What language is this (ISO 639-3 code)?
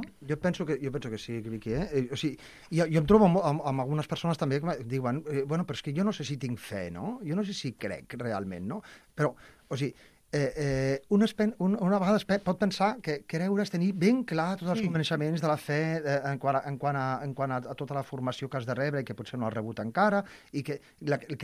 cat